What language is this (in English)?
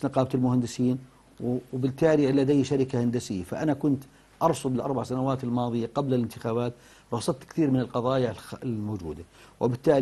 South Levantine Arabic